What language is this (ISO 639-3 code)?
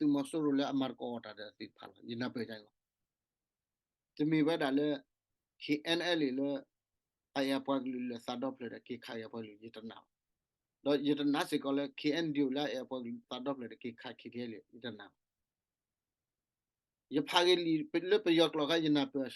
ksw